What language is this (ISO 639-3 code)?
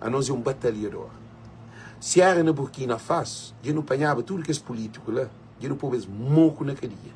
kea